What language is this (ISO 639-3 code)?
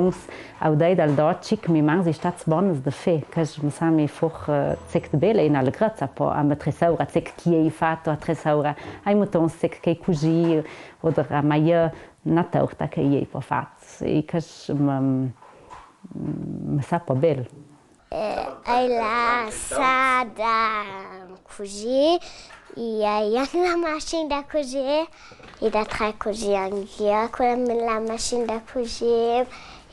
lld